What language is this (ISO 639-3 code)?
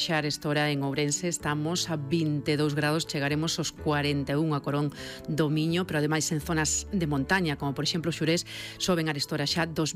glg